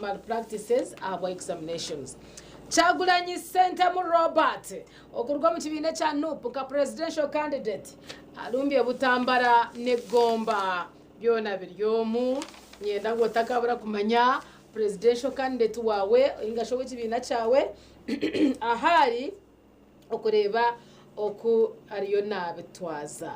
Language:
Nyankole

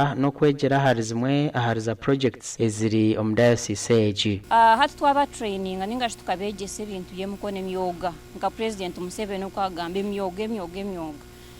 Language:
Nyankole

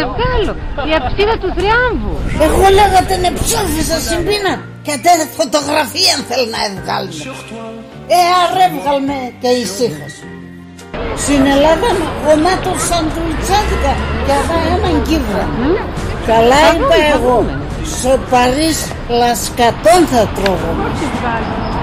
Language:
Pontic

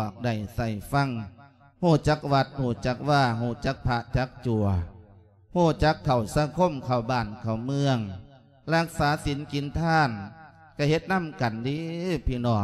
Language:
Lao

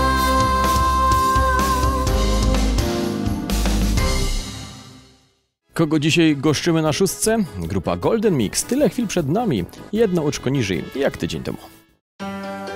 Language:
Polish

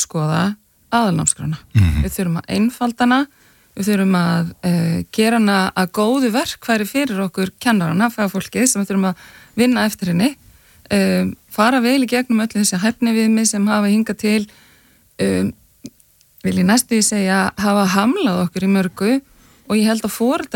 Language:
Icelandic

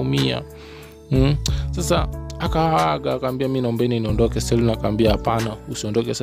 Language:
Swahili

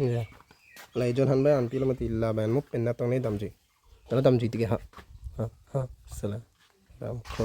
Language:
Karbi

